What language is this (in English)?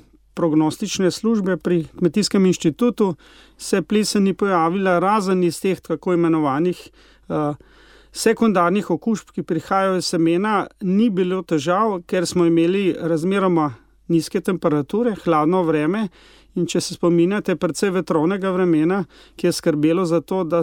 Slovenian